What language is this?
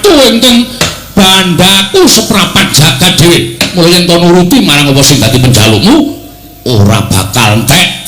Javanese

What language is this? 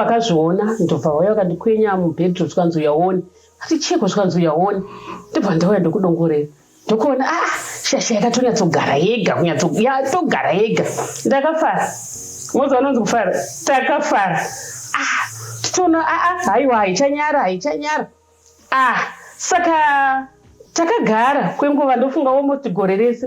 Shona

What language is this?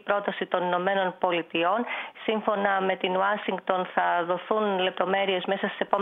Greek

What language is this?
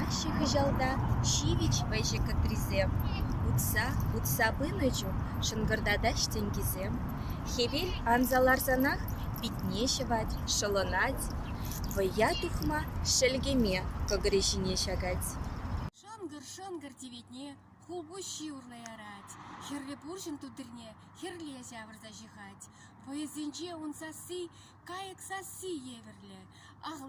Chuvash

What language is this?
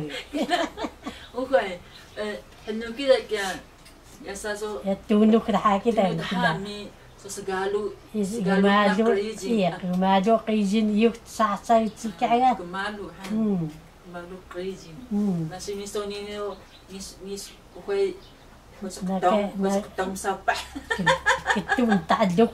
Taroko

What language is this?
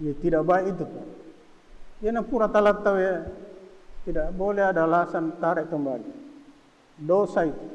Buginese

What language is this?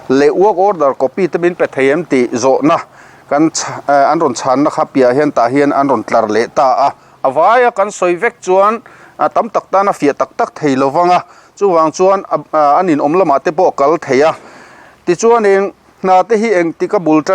Mizo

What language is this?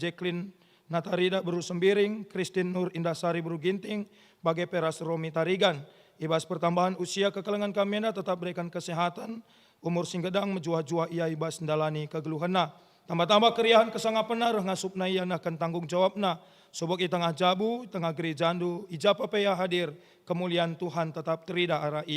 Batak Karo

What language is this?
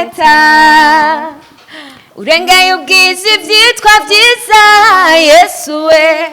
Rundi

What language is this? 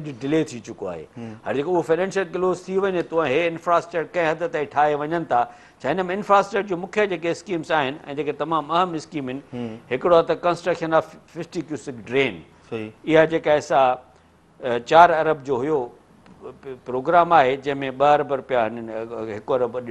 Sindhi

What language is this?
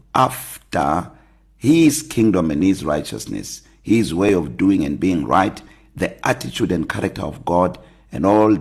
English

